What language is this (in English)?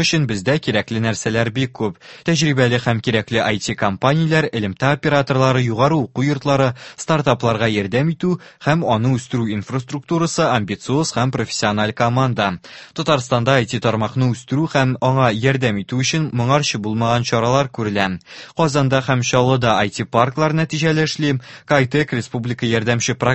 Tatar